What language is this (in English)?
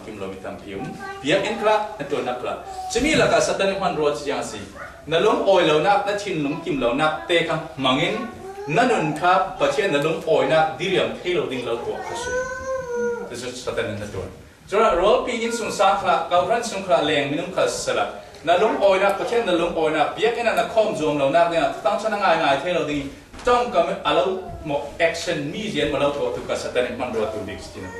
Falam Chin